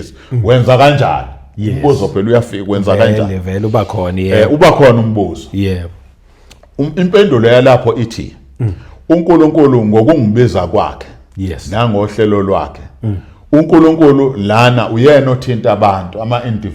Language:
Zulu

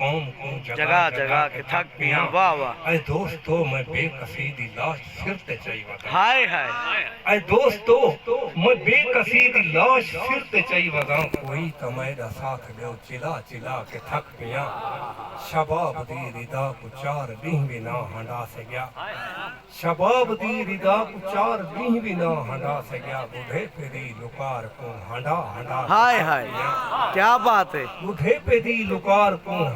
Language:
Saraiki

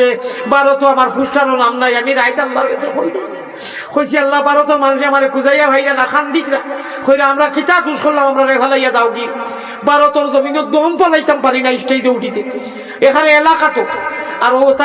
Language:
Sylheti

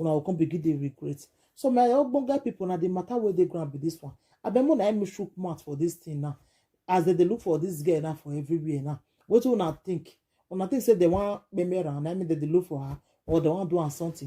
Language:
Nigerian Pidgin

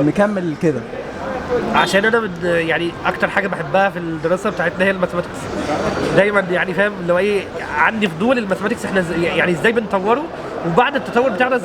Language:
Egyptian Arabic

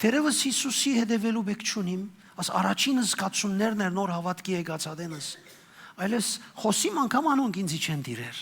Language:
Western Armenian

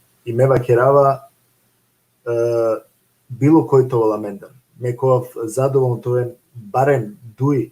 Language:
Balkan Romani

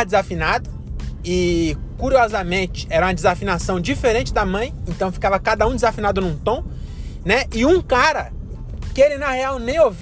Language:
Portuguese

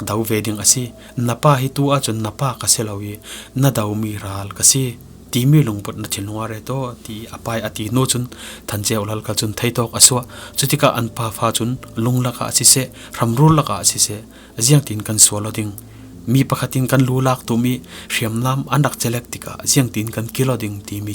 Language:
Falam Chin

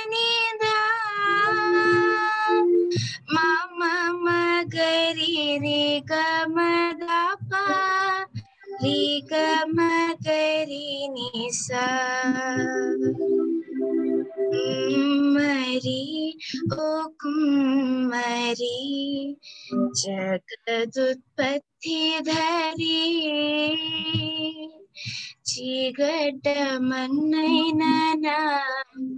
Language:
Telugu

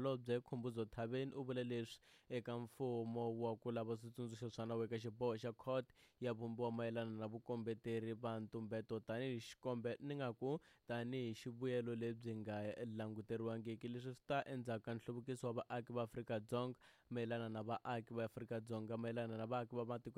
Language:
Tsonga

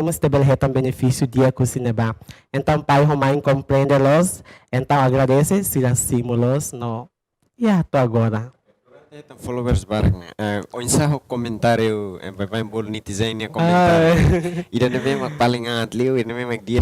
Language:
Tetum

